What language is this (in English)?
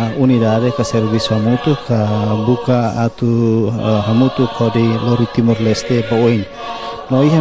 Tetum